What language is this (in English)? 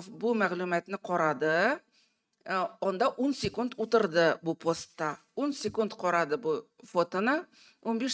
Tatar